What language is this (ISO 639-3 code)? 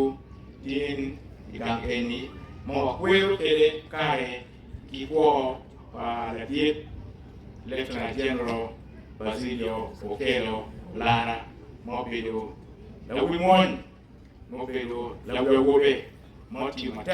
ach